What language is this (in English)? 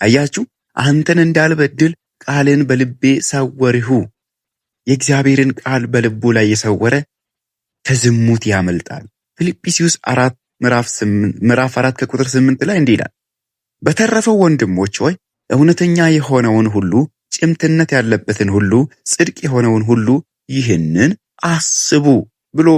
Amharic